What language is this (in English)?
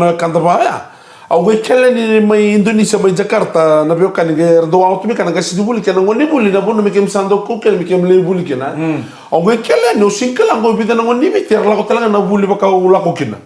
Fijian